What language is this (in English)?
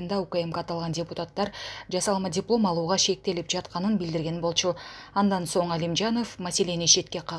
Kyrgyz